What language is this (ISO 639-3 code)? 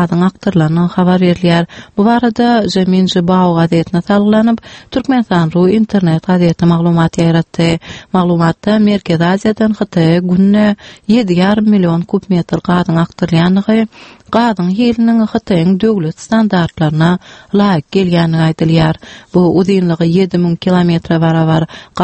tuk